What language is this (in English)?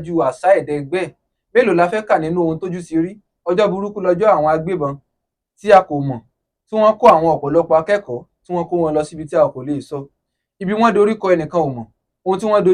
Yoruba